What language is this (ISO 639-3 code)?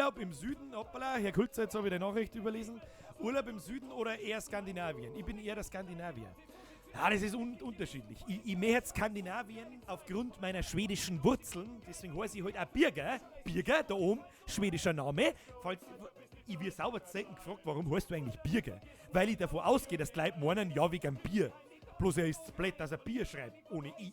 bar